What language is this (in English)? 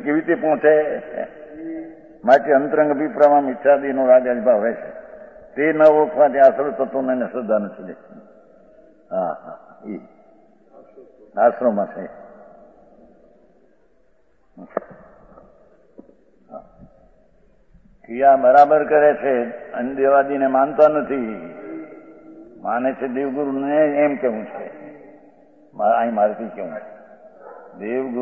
Gujarati